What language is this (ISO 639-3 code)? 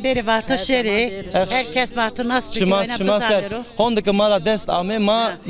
zza